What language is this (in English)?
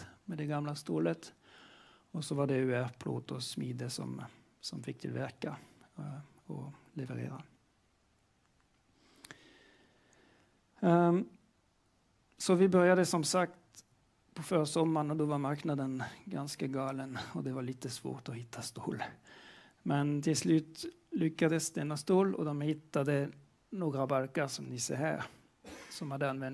Swedish